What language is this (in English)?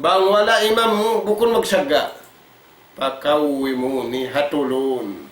Tausug